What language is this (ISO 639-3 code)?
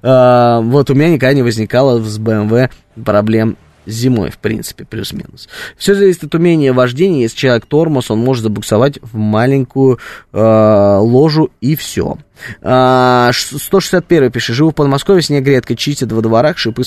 rus